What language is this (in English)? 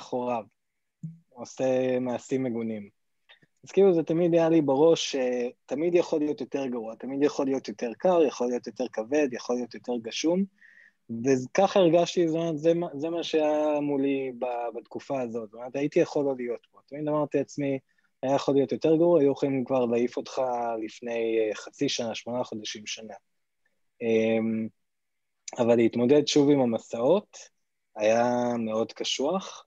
Hebrew